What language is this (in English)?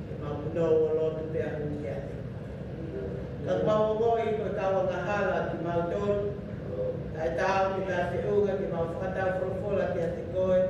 Tongan